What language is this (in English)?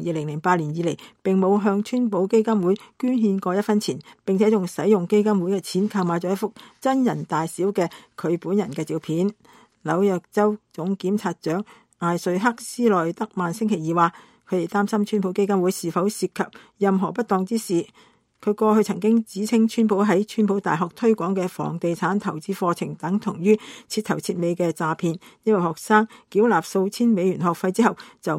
Cantonese